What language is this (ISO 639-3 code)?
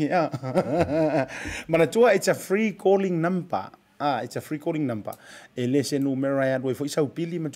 smo